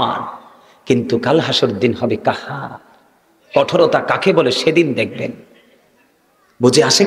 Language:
Bangla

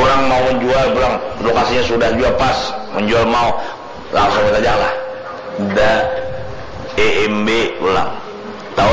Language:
Banjar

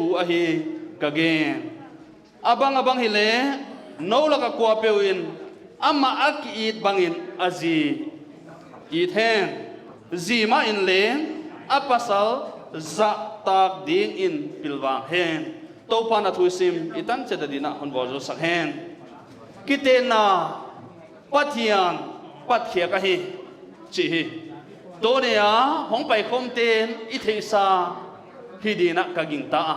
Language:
Paite Chin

